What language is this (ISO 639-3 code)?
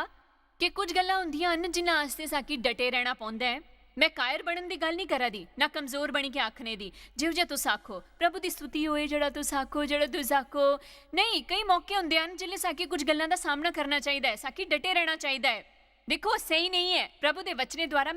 doi